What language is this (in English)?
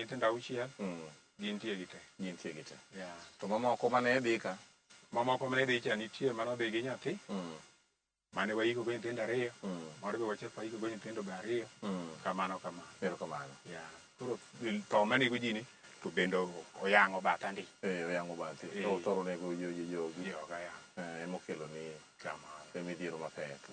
Luo (Kenya and Tanzania)